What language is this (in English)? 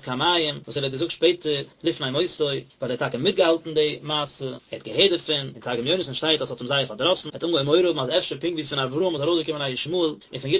Yiddish